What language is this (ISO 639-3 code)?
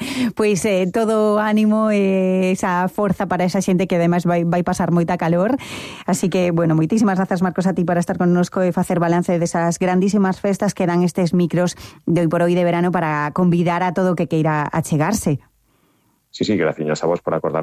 glg